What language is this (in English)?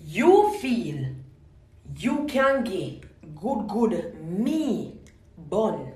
Jamaican Creole English